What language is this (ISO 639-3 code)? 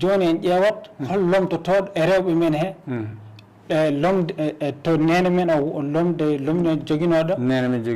ful